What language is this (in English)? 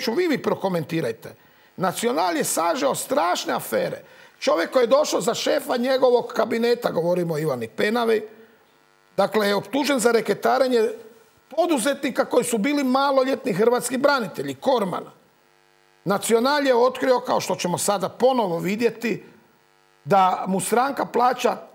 Croatian